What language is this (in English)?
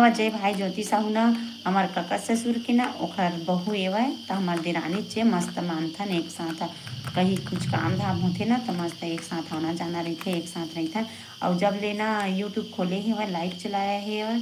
Chhattisgarhi